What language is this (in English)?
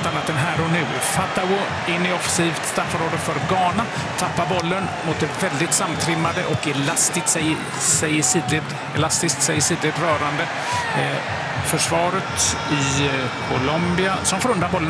Swedish